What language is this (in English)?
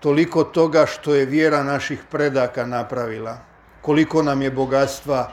Croatian